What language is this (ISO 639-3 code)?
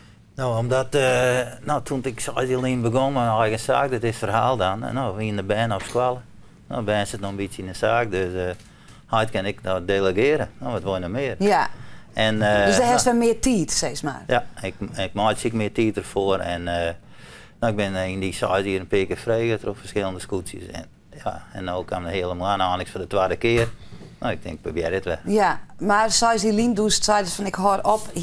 fry